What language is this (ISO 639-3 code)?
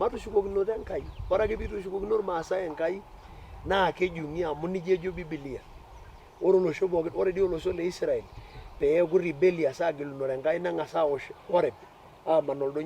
mas